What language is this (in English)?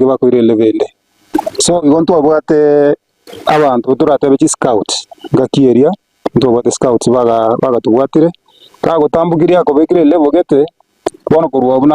Gusii